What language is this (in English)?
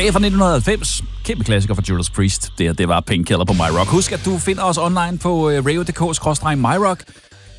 Danish